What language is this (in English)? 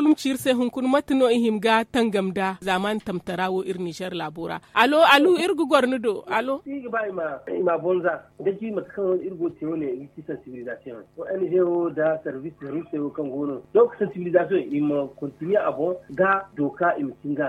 Zarma